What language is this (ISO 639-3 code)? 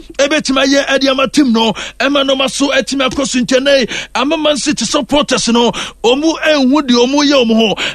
aka